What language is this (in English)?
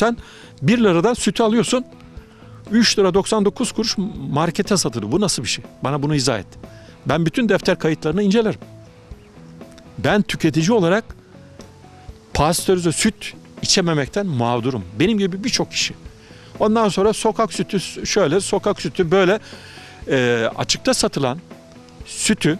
Turkish